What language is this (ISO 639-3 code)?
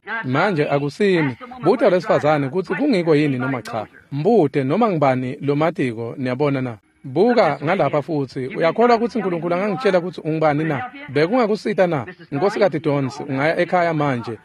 ssw